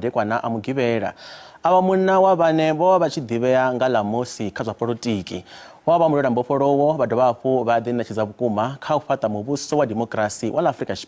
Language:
Venda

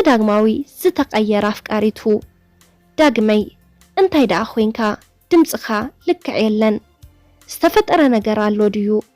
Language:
Tigrinya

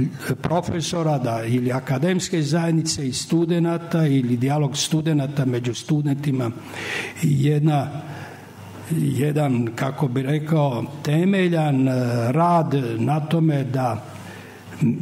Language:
Serbian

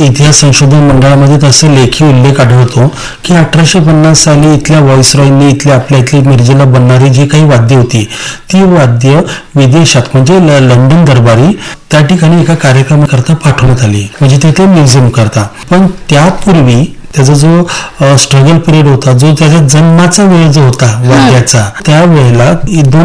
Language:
Marathi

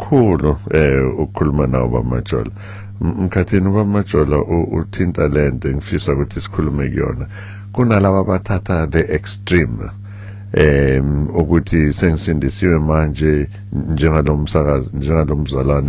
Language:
Zulu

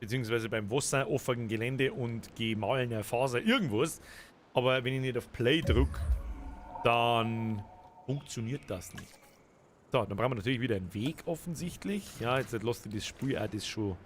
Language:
Bavarian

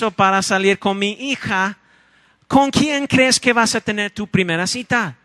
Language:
Spanish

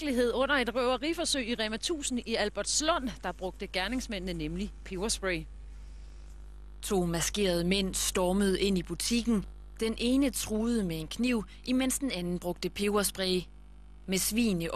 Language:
Danish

